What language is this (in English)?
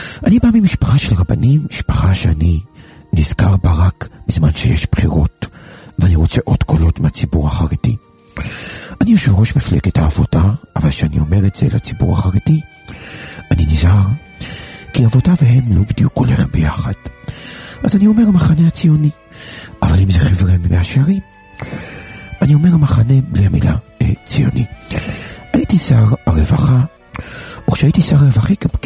Hebrew